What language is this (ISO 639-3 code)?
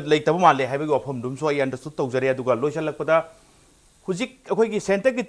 mni